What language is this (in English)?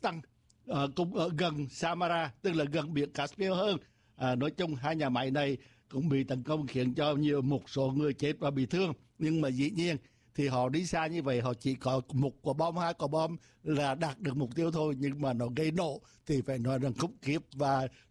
Vietnamese